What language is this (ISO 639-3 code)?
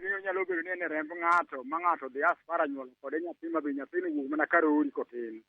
luo